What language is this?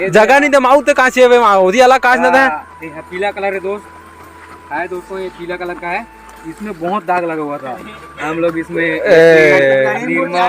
Chhattisgarhi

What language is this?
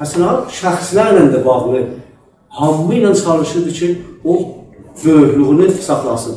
South Azerbaijani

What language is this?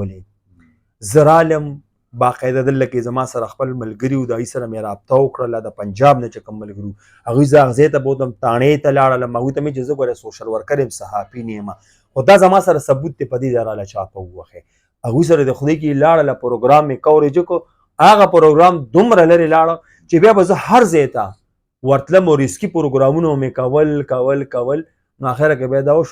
Pashto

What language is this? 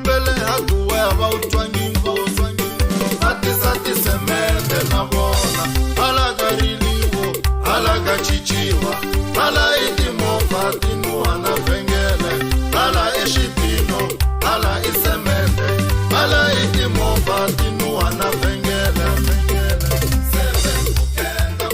Tsonga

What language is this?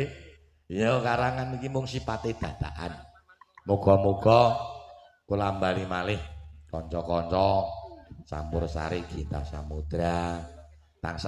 Javanese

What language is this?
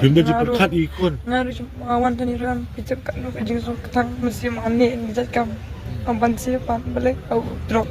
Khasi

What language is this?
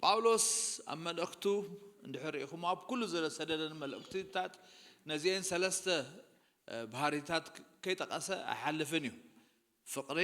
Tigrinya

